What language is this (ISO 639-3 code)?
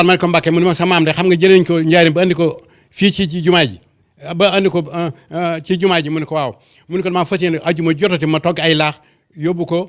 wol